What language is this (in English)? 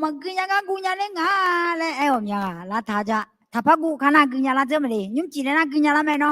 Akha